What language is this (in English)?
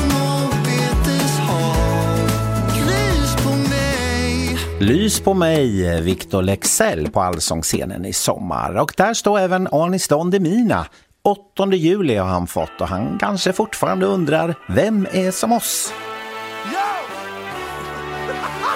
Swedish